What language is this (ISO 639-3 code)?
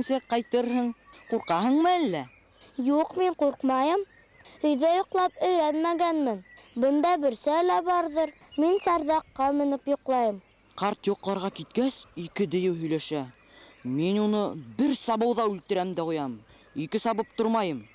bak